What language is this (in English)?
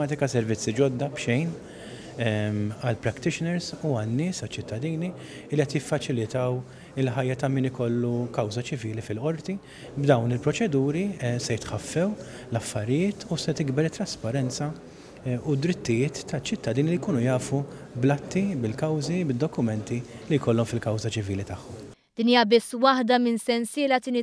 Maltese